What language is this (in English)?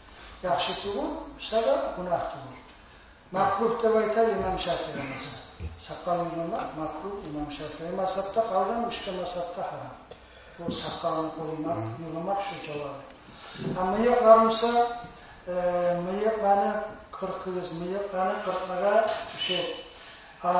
Kumyk